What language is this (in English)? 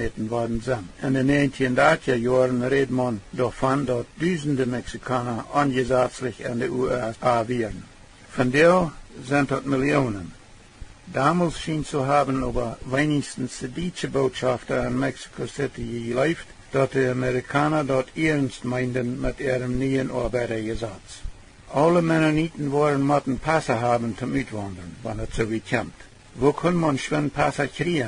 Plautdietsch